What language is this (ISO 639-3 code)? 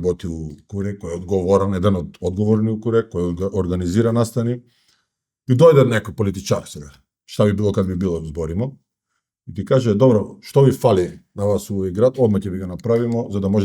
mkd